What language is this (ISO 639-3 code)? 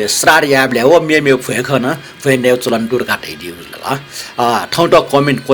new